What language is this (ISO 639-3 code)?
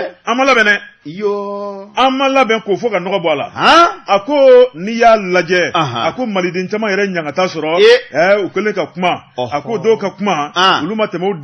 bam